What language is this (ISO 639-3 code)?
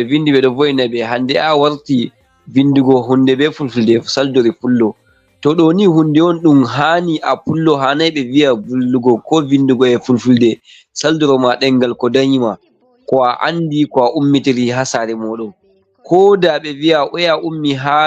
ful